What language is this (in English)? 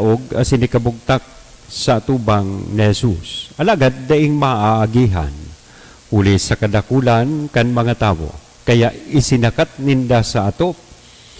Bikol